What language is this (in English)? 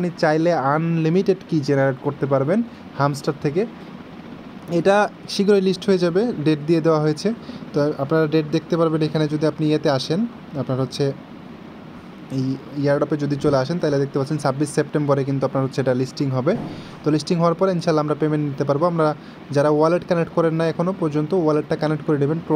Bangla